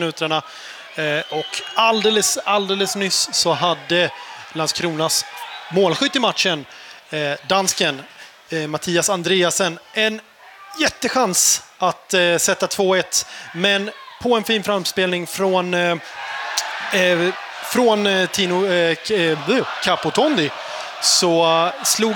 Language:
Swedish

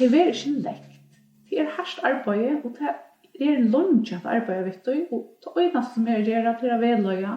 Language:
Faroese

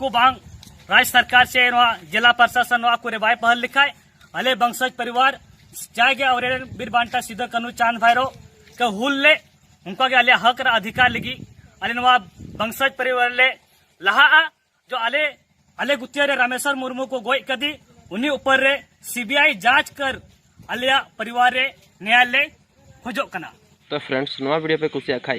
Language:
Santali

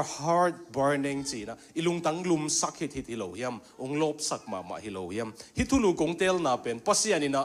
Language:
Tedim Chin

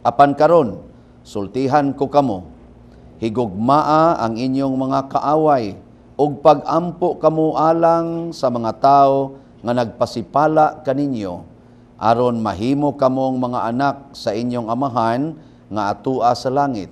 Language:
Cebuano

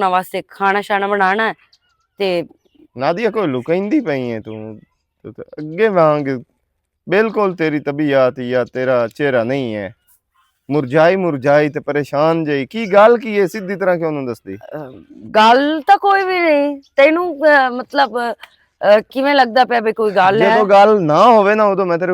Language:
Western Panjabi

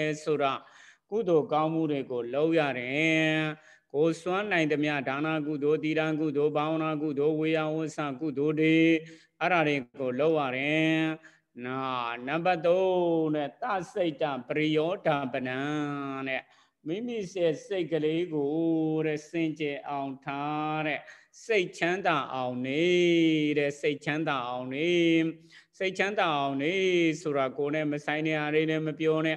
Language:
Burmese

